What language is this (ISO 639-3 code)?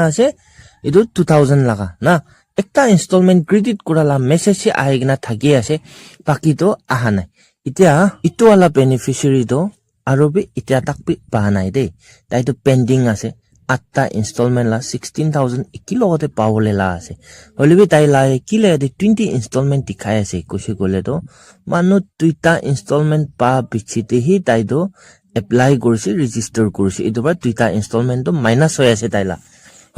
nag